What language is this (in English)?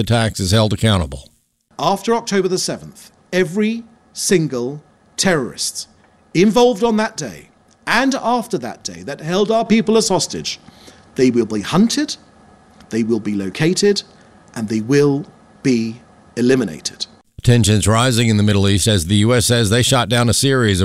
English